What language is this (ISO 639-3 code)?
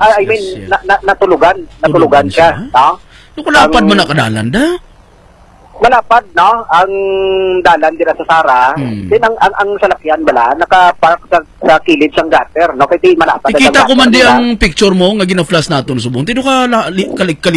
hil